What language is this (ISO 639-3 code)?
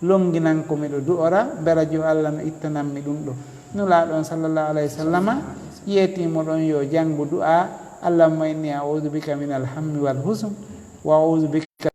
ful